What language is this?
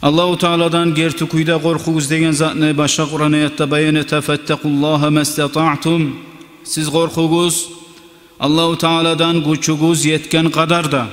Kumyk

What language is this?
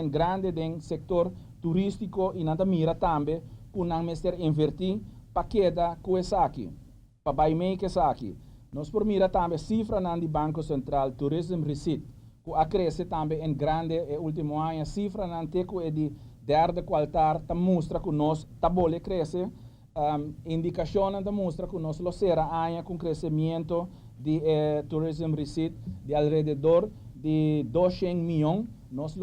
Papiamento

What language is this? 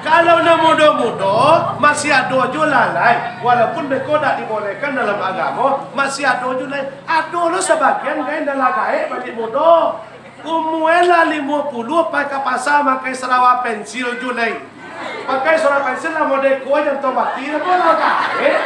Minangkabau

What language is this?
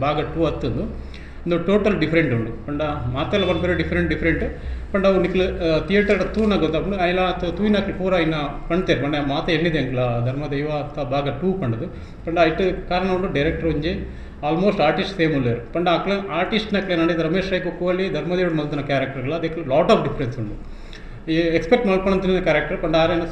Tulu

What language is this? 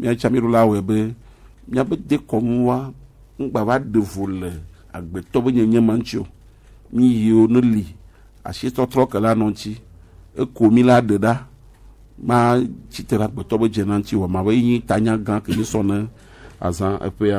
Gen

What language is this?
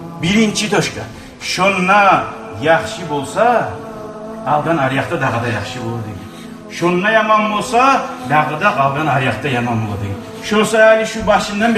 Kumyk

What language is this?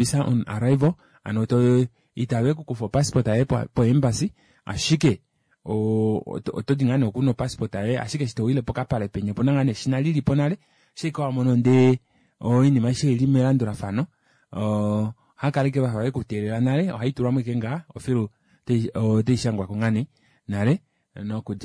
Kuanyama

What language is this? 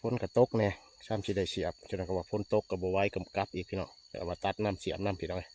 Lao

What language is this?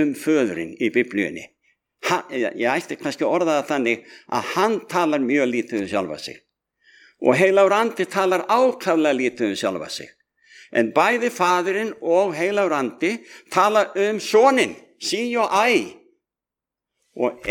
Icelandic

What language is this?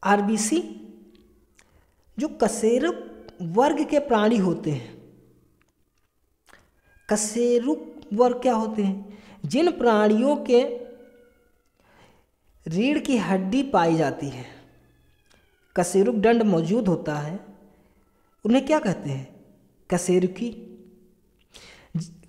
Hindi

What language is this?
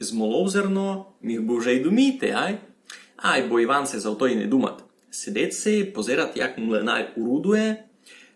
Rusyn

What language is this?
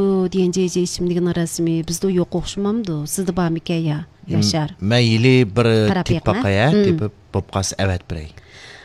Uyghur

